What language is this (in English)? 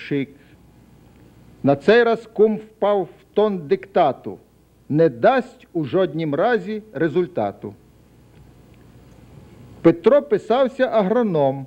Ukrainian